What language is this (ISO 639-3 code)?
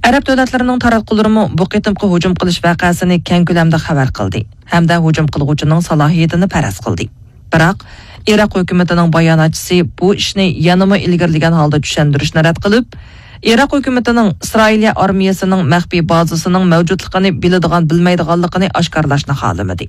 uig